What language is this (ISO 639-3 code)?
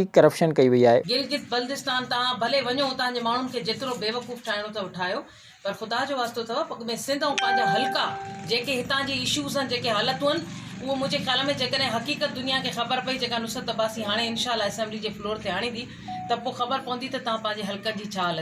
snd